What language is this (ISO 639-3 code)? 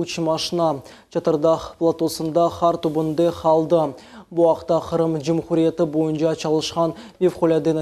crh